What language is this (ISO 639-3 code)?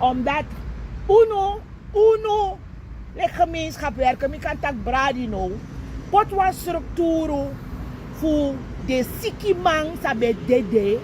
srn